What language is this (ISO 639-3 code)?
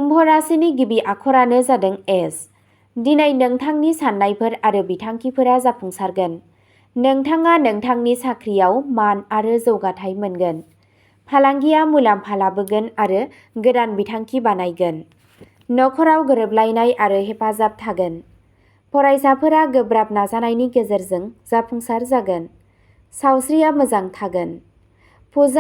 brx